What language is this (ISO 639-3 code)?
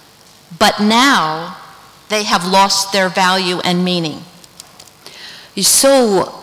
ces